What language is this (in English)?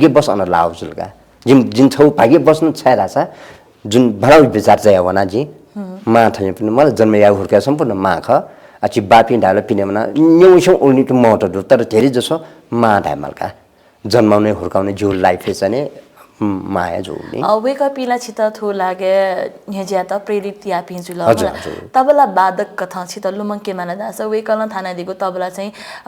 Newari